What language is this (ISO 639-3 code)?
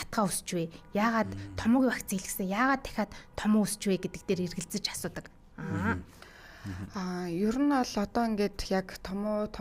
mon